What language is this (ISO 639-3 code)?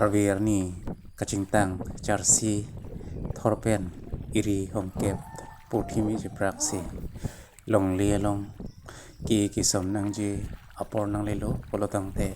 mjw